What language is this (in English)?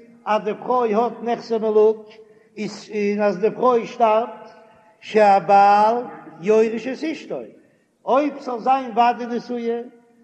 Yiddish